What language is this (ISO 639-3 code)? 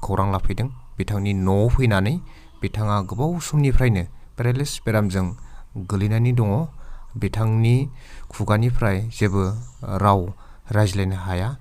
brx